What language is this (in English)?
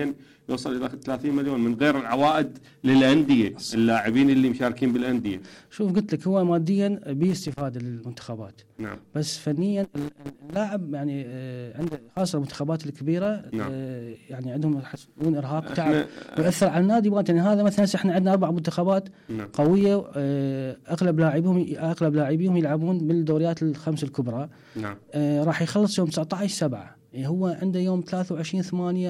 Mesopotamian Arabic